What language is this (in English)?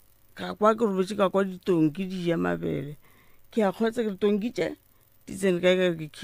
Northern Sotho